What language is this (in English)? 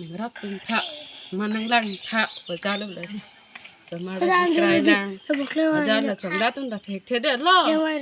Karbi